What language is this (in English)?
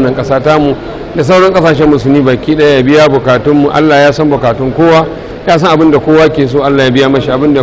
Hausa